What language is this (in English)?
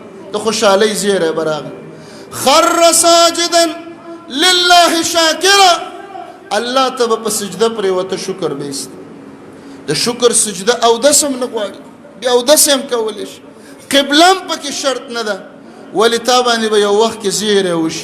Pashto